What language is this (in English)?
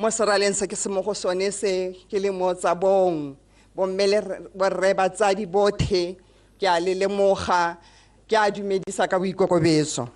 Tswana